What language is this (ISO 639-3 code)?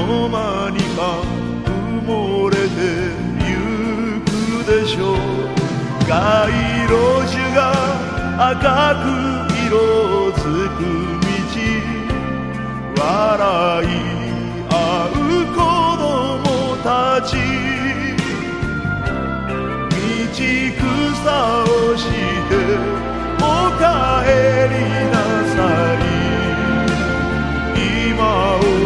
jpn